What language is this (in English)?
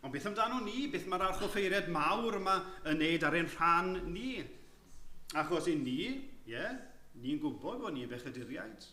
Welsh